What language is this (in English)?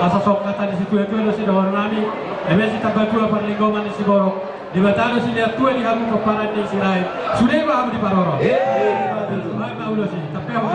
Batak Toba